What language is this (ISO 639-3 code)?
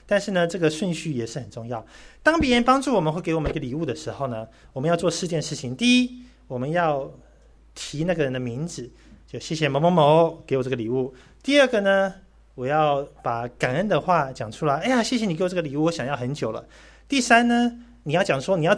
zho